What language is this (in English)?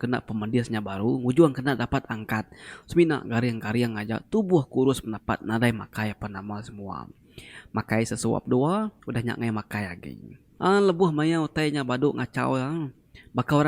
Iban